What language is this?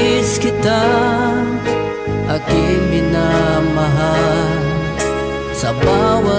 Filipino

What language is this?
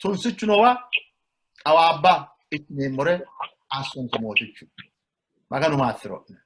Sidamo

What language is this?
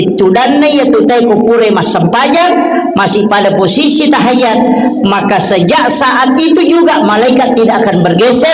Buginese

